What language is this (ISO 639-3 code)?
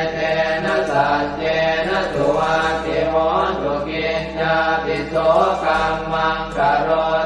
pli